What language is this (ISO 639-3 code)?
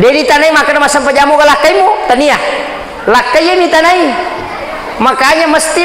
bug